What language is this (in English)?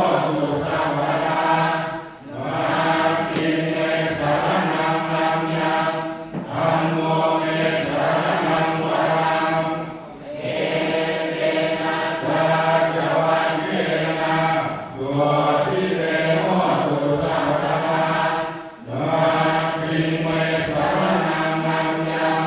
Pali